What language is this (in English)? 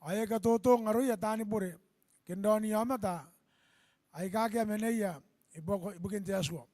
Gilbertese